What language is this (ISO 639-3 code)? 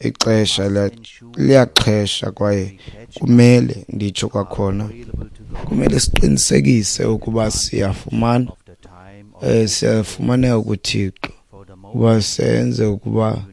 xho